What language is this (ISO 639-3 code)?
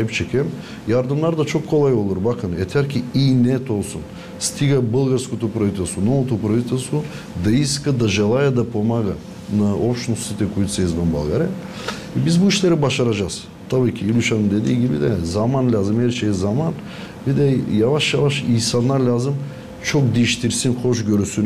gag